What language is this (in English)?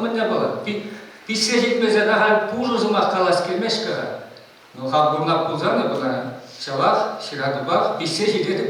Chuvash